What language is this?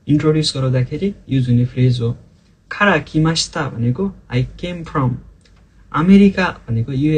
Nepali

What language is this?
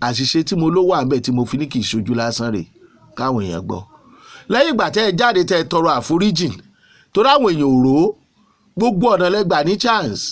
Yoruba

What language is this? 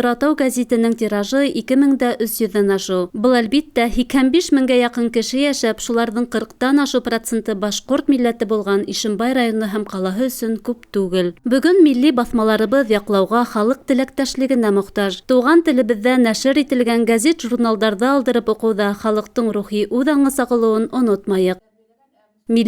Bashkir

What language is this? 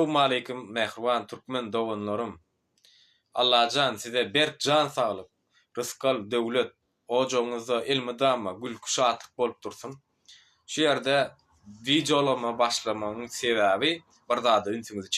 Turkmen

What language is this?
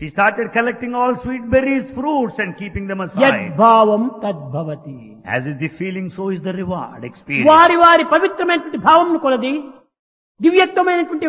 Telugu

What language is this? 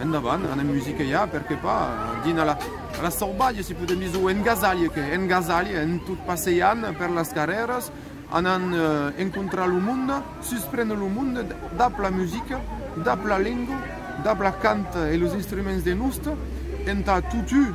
Occitan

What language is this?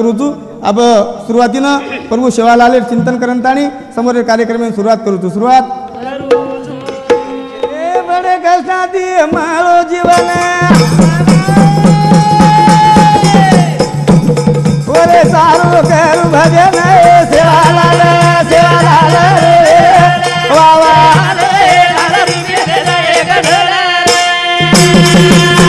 Lambadi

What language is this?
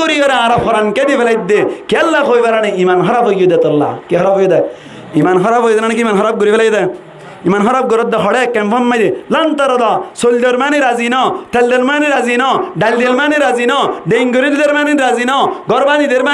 Rohingya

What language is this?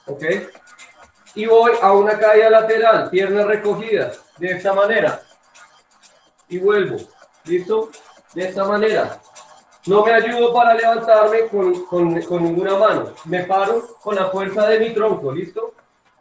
Spanish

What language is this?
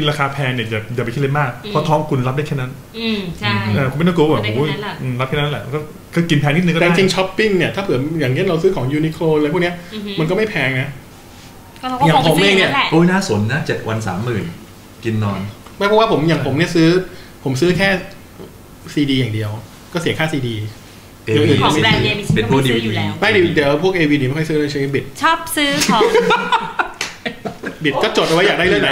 Thai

